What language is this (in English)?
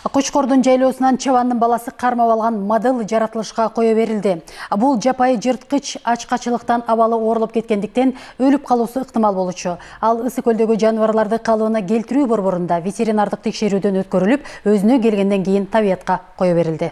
Kyrgyz